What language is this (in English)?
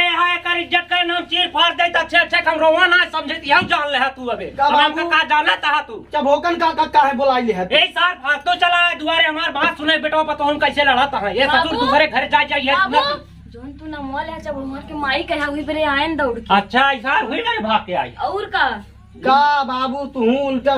Awadhi